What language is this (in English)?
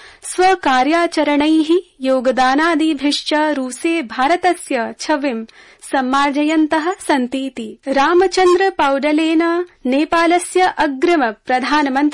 Sanskrit